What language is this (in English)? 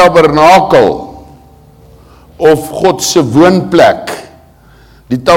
Afrikaans